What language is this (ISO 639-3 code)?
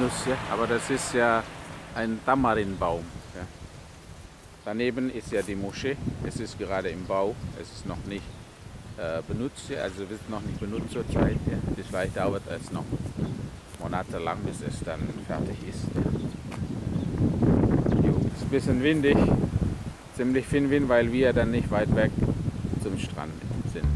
deu